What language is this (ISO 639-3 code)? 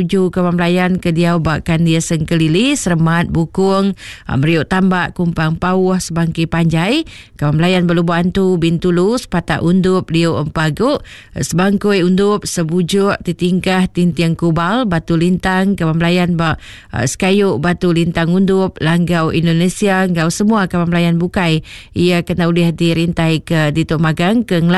iba